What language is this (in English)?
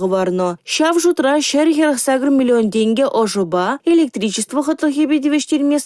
Chuvash